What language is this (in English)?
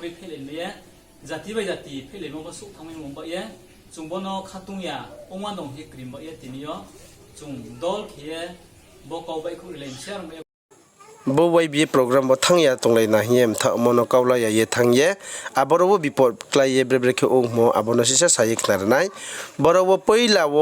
Riang (India)